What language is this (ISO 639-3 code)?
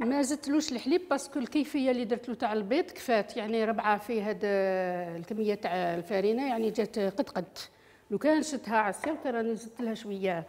arq